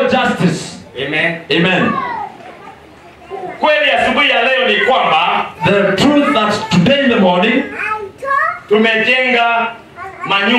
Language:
Swahili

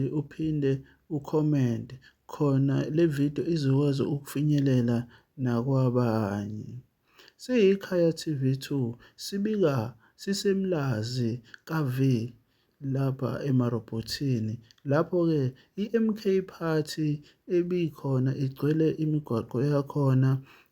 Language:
Zulu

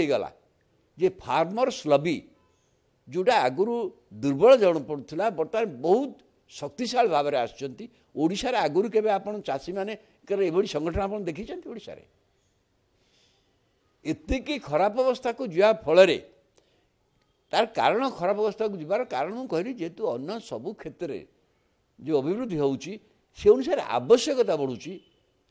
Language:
Odia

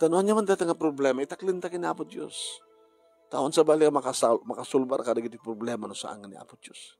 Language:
Iloko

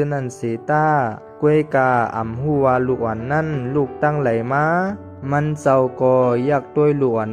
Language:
Shan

